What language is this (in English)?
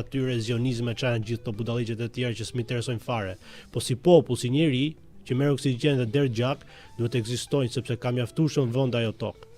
Albanian